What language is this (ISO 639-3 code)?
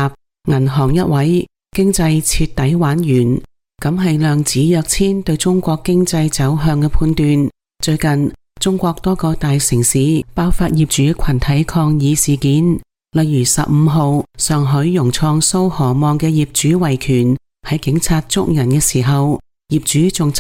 yue